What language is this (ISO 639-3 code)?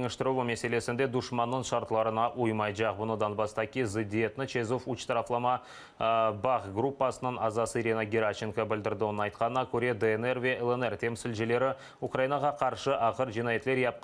crh